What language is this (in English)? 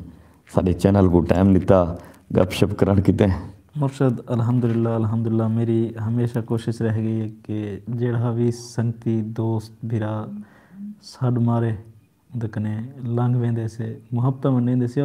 Saraiki